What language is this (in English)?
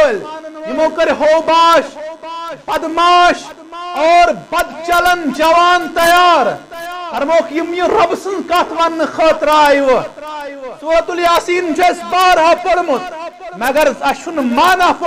Kashmiri